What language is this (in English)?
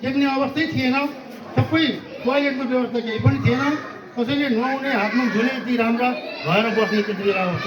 Nepali